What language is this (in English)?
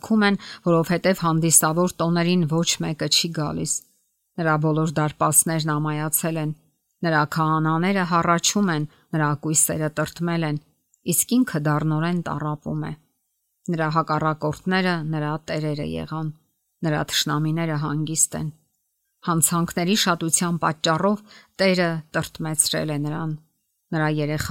Armenian